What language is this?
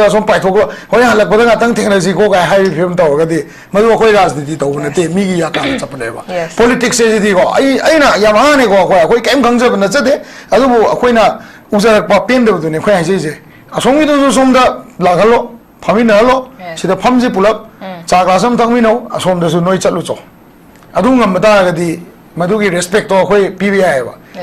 Manipuri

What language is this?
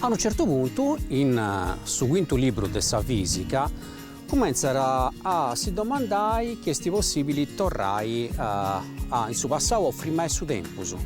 Sardinian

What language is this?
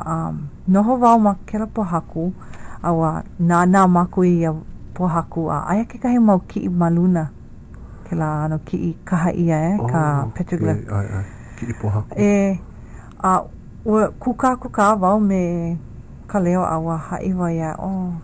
Hawaiian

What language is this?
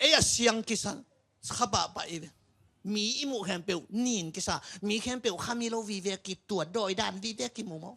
Tedim Chin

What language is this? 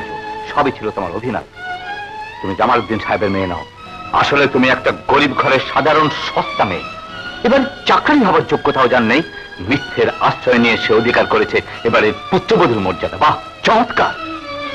Bangla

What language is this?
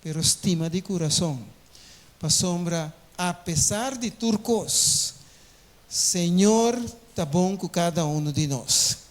Papiamento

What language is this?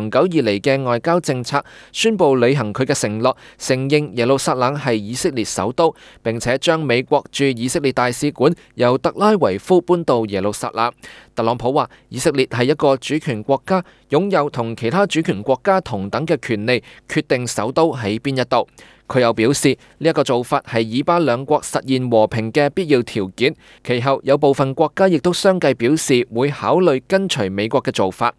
Cantonese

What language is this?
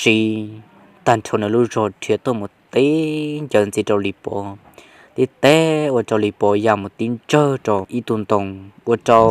Hmong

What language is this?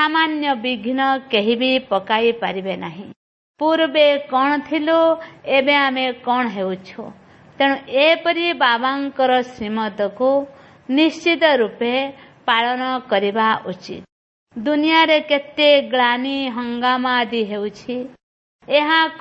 Odia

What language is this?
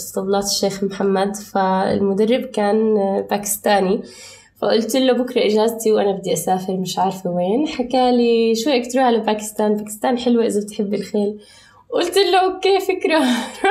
North Levantine Arabic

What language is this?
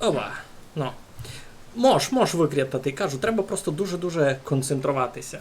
Rusyn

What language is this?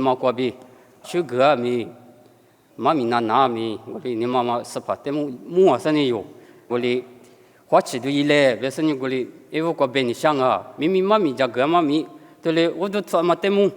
Lisu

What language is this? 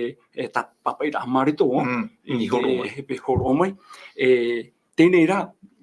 Tahitian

